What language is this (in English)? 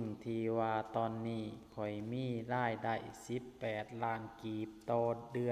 Lao